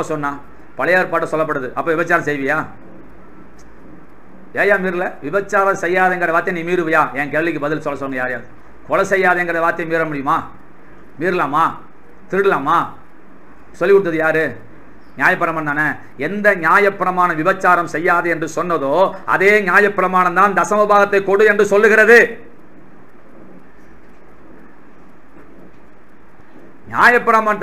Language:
Tamil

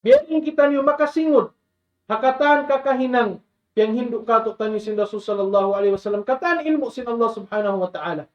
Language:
Tausug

